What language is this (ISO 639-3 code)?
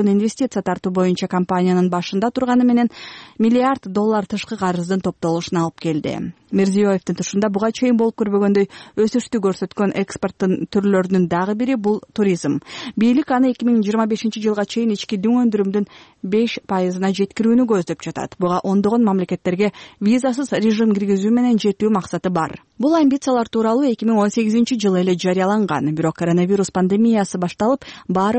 kir